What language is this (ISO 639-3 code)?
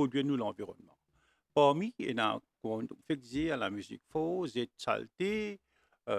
mfe